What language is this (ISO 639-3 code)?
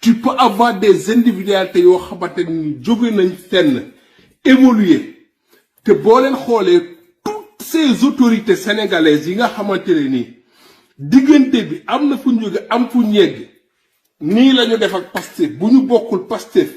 wol